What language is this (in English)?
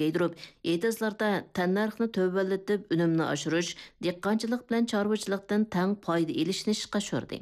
Uyghur